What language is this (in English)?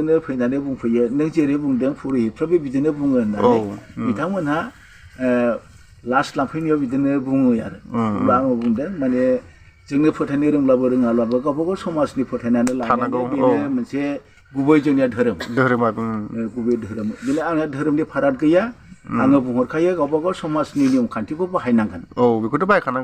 Bodo